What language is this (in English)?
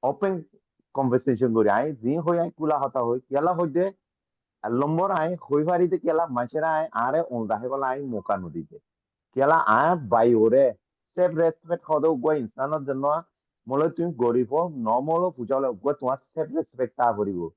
Rohingya